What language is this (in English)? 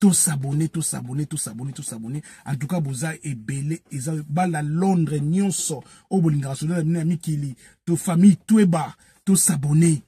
Lingala